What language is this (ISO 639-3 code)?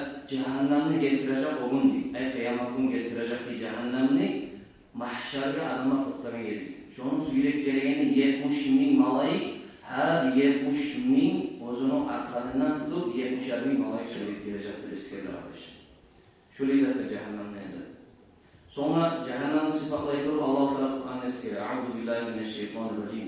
kum